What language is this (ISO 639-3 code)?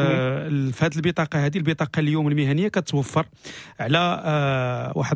ary